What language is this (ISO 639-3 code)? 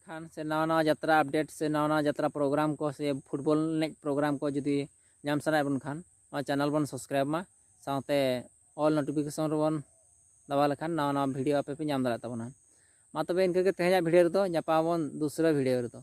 sat